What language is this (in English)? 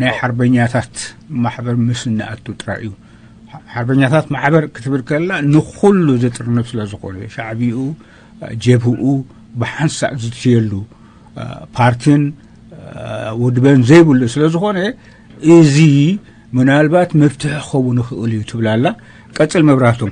Tigrinya